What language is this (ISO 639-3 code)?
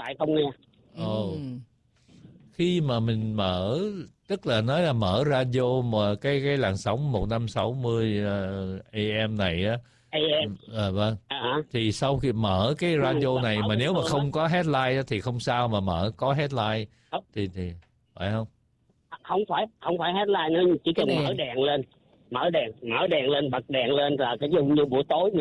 vie